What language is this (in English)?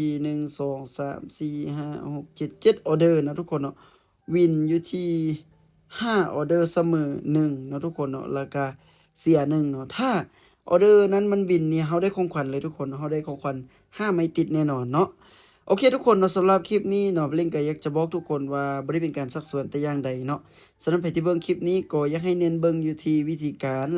Lao